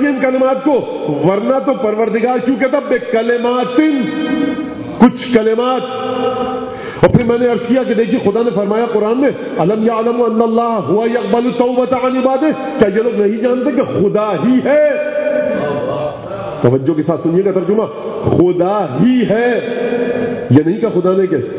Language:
Urdu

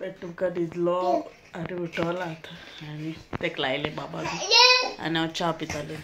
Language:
Konkani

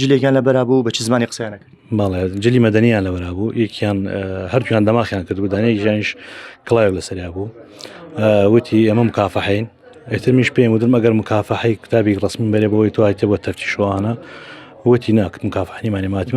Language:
Central Kurdish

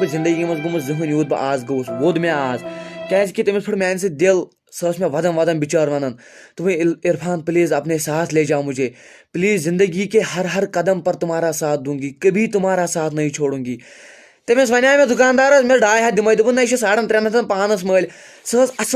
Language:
Kashmiri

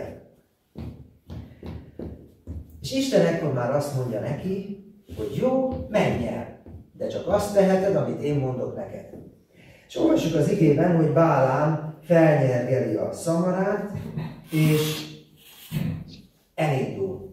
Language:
Hungarian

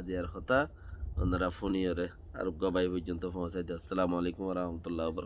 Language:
Rohingya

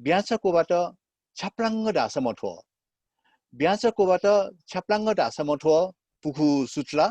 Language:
Newari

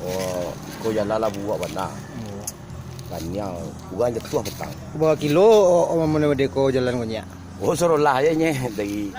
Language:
Minangkabau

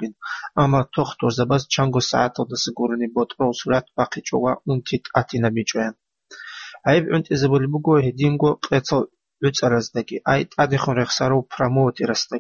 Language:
Avaric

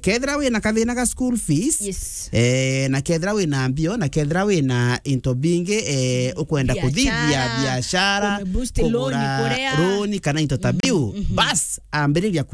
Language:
Meru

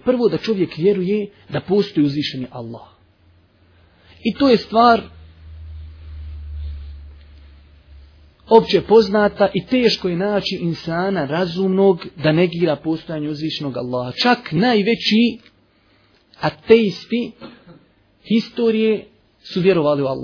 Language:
Bosnian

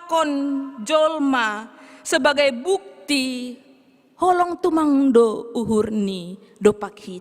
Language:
Batak Simalungun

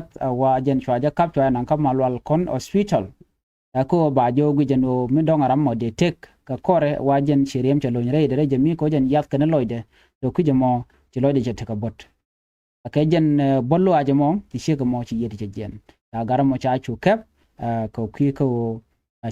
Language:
Nuer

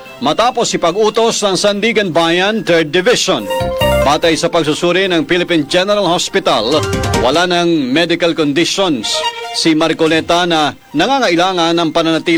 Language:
Filipino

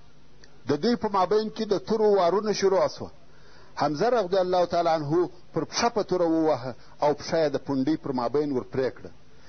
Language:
Pashto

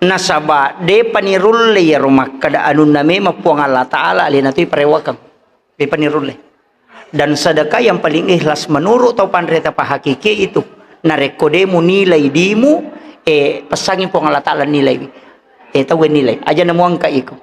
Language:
Buginese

